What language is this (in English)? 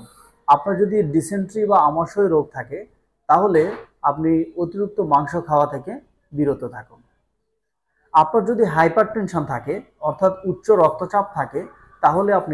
Bangla